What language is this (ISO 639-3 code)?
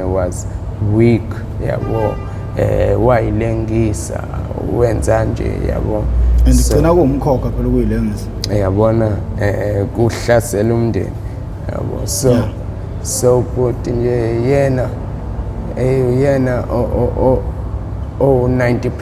zul